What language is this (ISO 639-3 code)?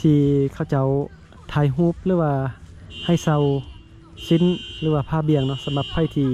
lao